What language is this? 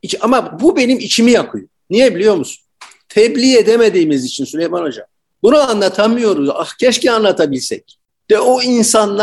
Turkish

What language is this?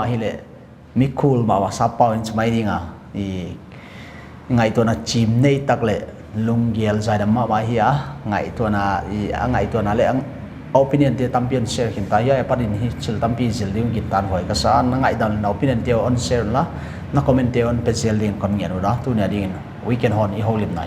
Paite Chin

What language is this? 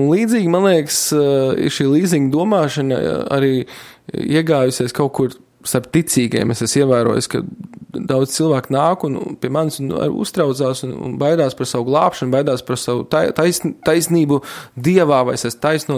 Latvian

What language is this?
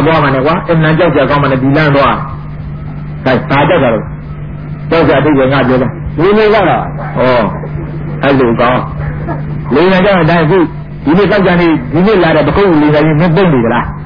Burmese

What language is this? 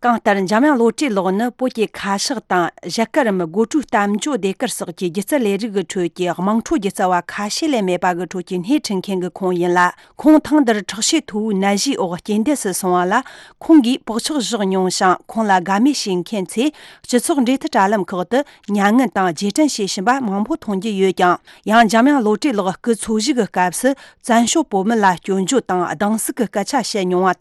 Tibetan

